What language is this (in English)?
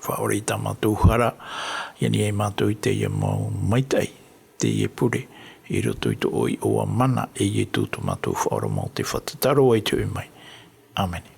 Tahitian